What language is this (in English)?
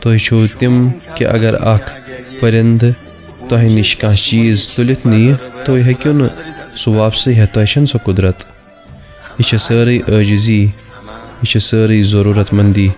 Kashmiri